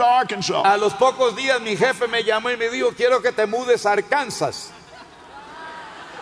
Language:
Spanish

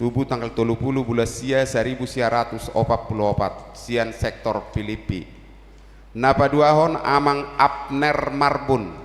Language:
Batak Toba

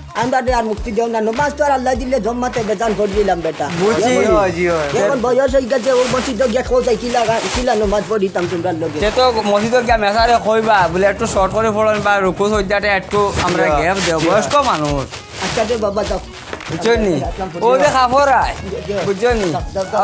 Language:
Sylheti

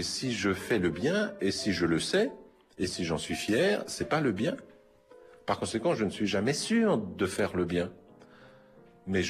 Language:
French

